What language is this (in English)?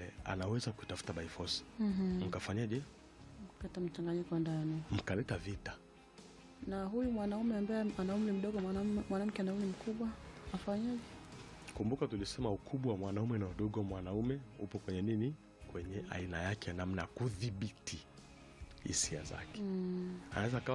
Swahili